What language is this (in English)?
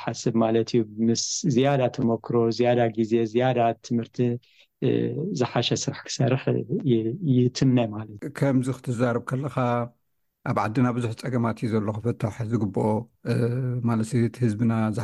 Tigrinya